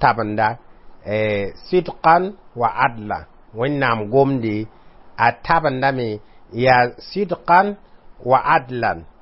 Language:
Mossi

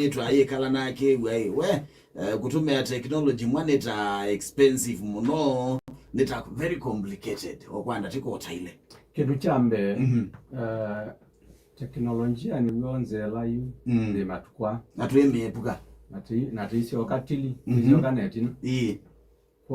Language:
Kamba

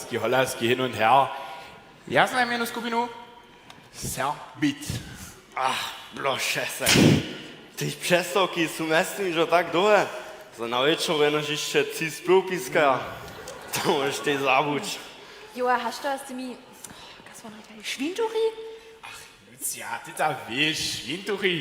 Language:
Upper Sorbian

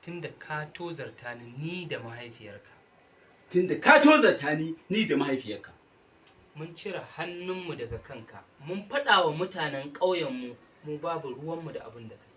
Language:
Hausa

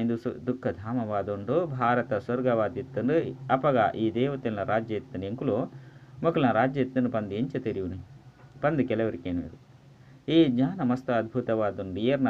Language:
Tulu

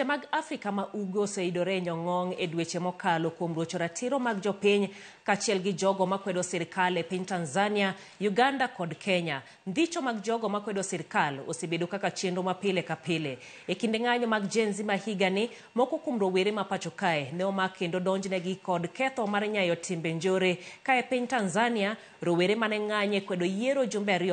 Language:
Luo (Kenya and Tanzania)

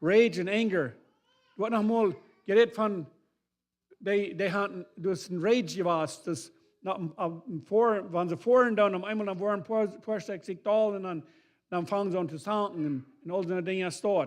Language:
Plautdietsch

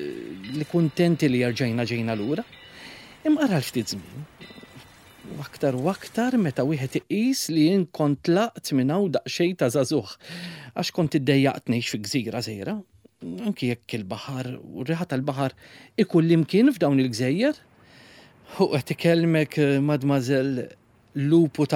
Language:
Maltese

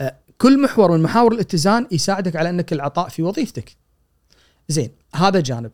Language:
Gulf Arabic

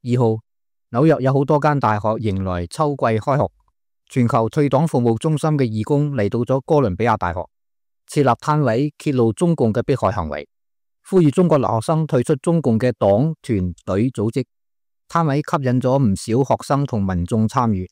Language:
Cantonese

